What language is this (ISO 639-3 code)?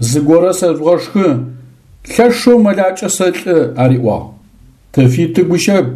ady